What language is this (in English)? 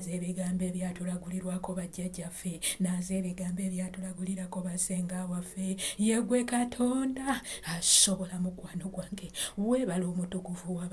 Ganda